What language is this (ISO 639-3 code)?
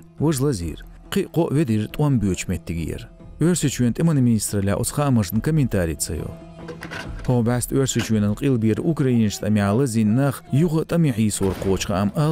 che